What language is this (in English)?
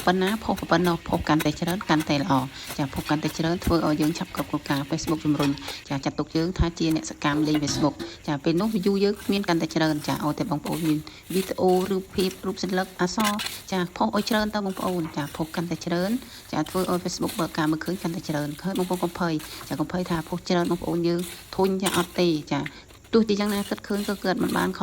Khmer